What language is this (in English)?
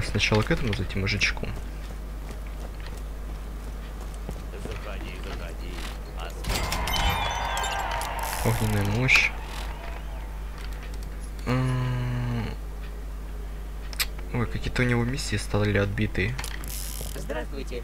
Russian